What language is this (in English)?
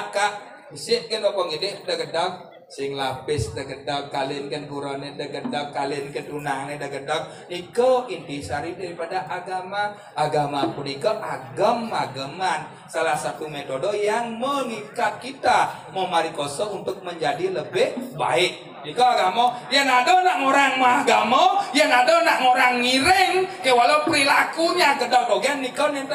Balinese